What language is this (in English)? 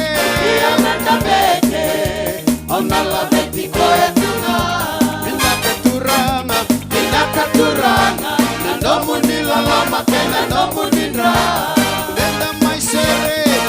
Fijian